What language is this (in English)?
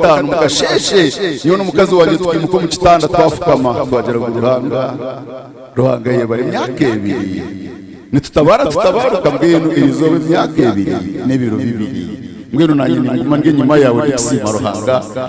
Nyankole